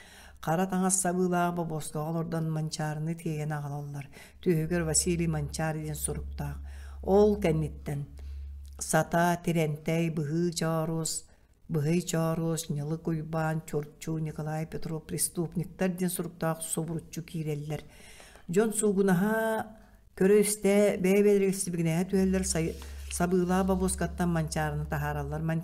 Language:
Yakut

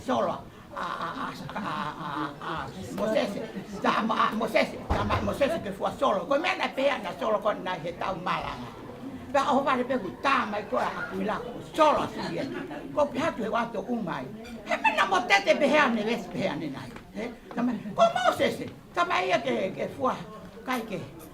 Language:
Tongan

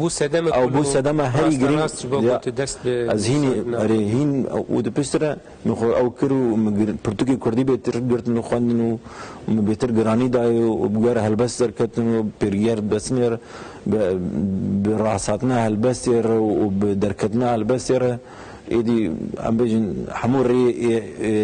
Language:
Kurdish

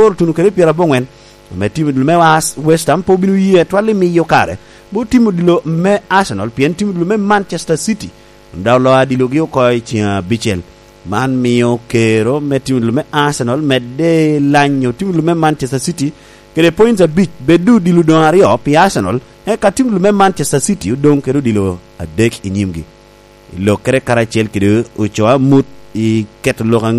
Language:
Lango (Uganda)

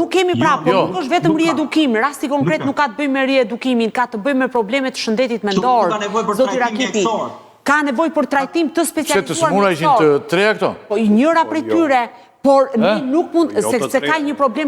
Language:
Albanian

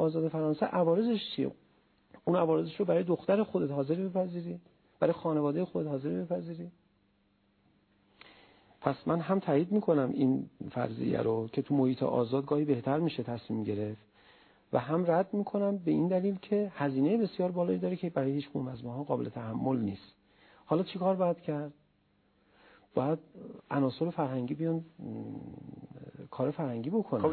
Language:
Persian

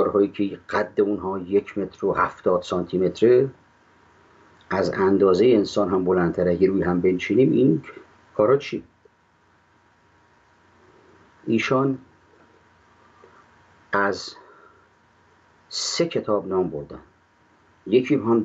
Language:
Persian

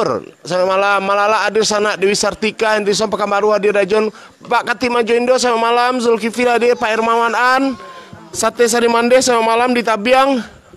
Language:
Minangkabau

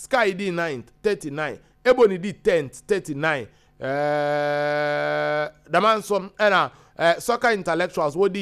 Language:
Akan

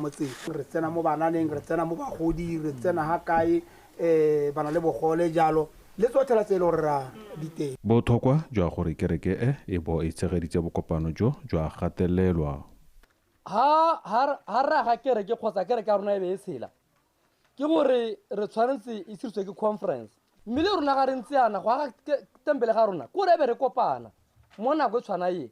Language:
Tswana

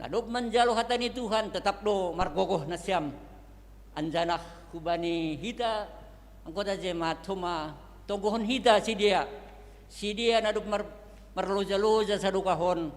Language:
Batak Simalungun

